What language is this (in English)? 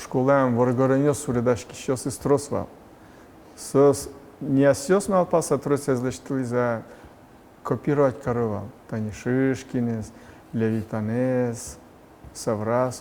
Udmurt